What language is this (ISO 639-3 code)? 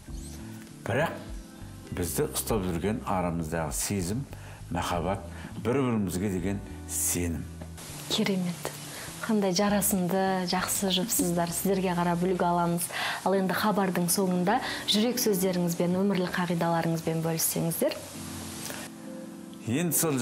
kaz